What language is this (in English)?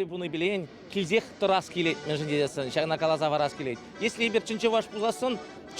Chuvash